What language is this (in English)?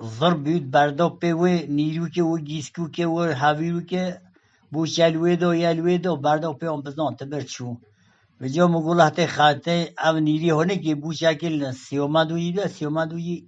Kurdish